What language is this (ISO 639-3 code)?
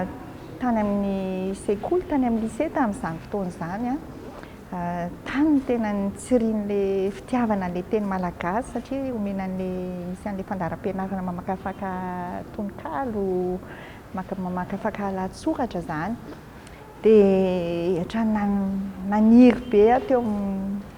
mlg